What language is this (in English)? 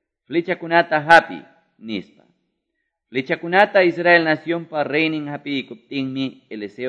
Quechua